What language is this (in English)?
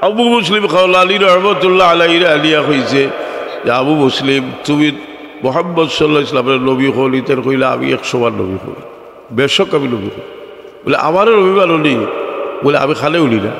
Sylheti